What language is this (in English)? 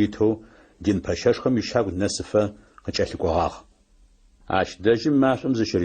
Adyghe